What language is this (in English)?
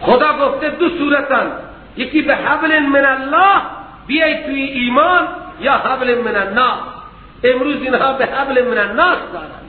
Persian